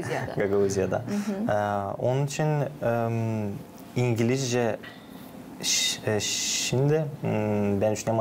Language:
Gagauz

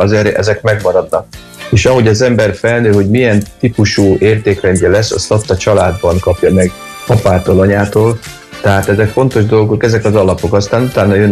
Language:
Hungarian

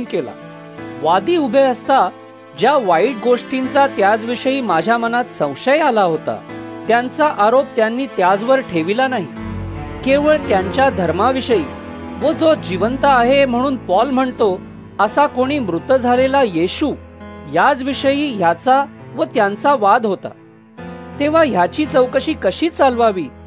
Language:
Marathi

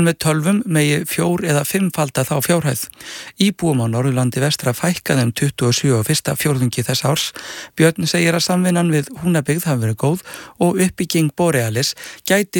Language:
Icelandic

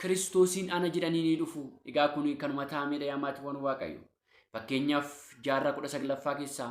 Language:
Oromo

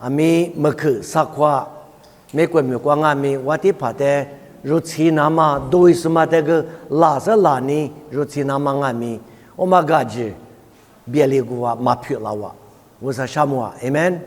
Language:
Lisu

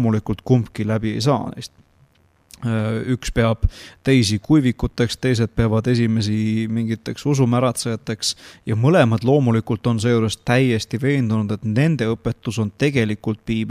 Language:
Estonian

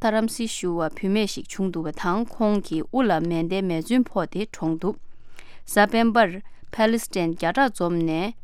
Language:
Tibetan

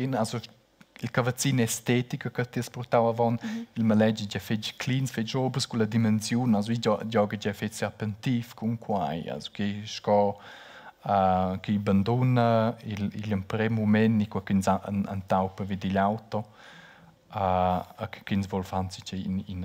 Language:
Romansh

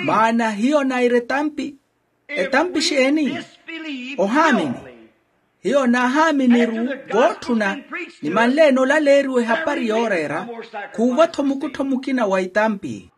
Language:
Makhuwa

